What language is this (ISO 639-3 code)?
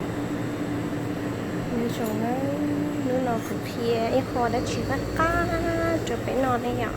hmn